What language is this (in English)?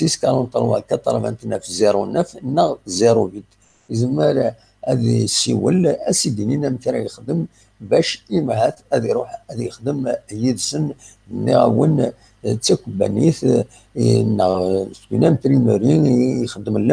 Kabyle